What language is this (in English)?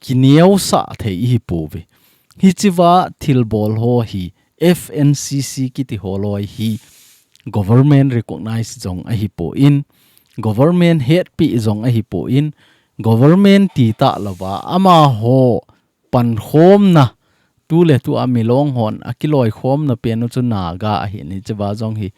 Thado Chin